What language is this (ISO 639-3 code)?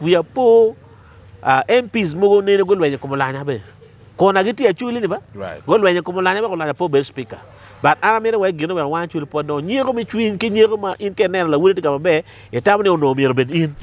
ach